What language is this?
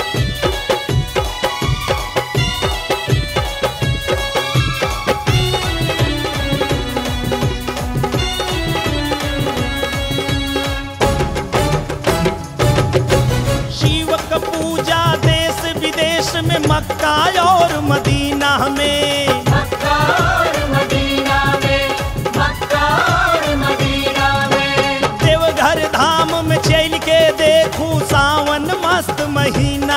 Bhojpuri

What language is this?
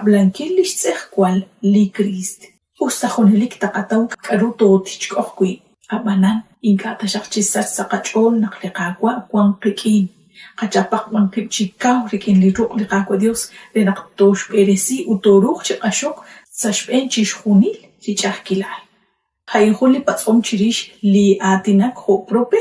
Kekchí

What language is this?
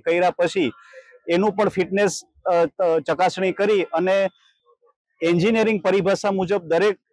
Gujarati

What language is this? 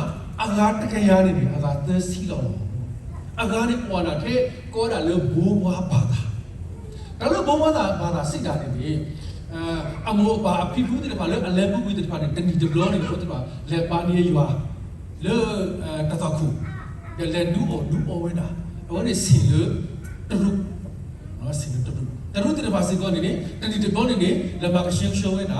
S'gaw Karen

